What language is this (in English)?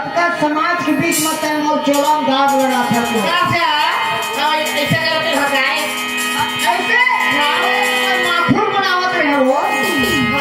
Chhattisgarhi